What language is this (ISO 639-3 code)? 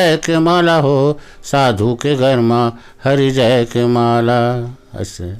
hne